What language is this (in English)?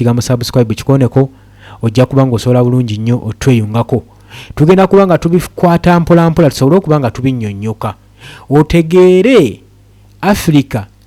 Ganda